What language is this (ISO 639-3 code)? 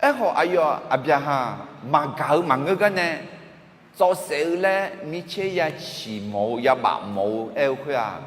ahk